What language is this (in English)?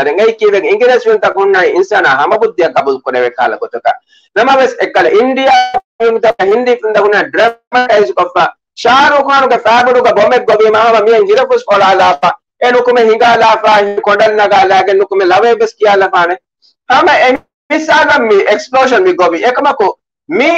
Divehi